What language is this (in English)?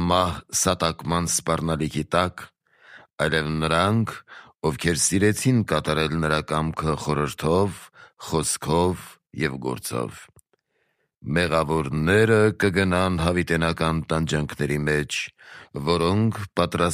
Armenian